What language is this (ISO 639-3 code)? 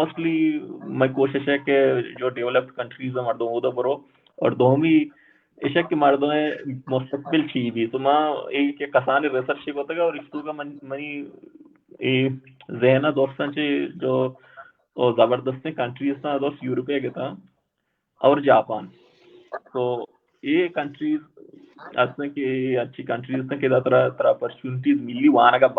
bal